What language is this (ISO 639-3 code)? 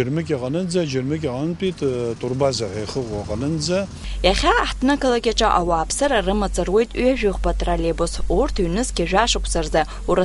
abk